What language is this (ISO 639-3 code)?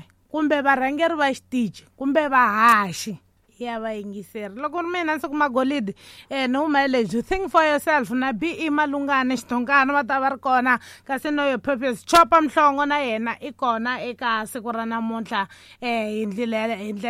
tso